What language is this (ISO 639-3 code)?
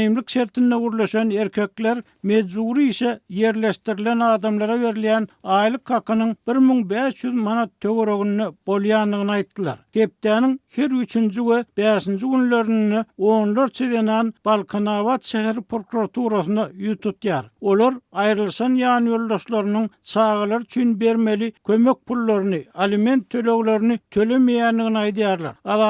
tuk